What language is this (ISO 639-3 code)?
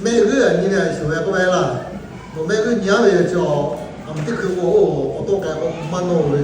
lhu